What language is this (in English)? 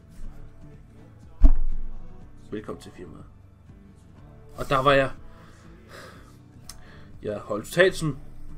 Danish